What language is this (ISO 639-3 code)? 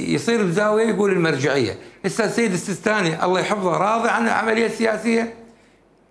acm